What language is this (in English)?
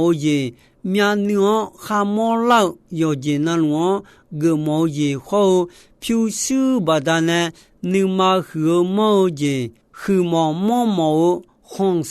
Akha